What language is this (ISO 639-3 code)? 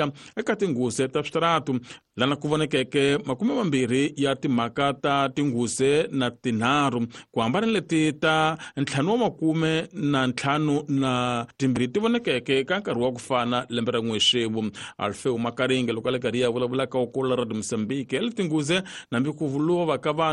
tso